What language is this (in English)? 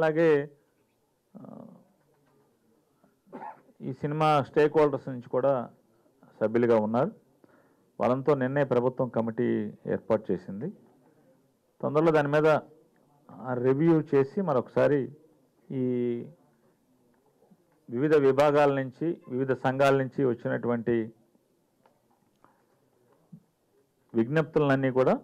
Telugu